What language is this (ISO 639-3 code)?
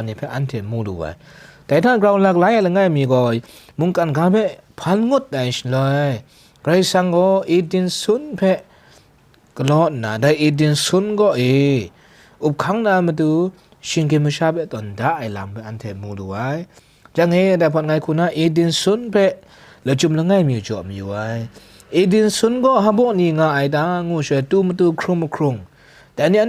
kac